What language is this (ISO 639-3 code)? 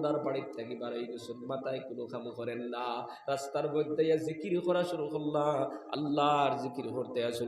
syl